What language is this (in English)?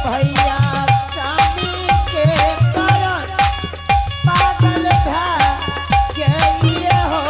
Angika